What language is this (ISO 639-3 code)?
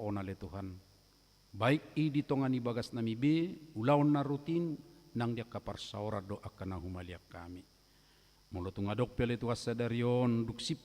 bbc